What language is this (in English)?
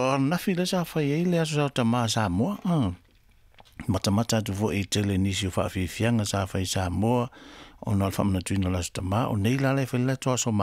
Samoan